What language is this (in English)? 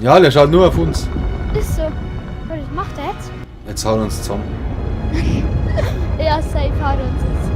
Bavarian